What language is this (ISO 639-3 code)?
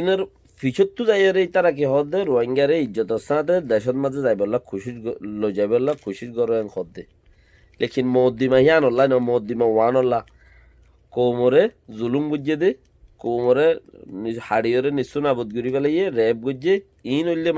rhg